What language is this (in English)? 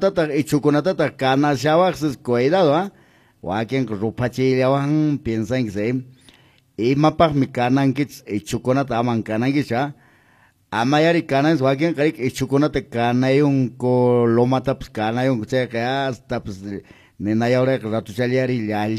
Quechua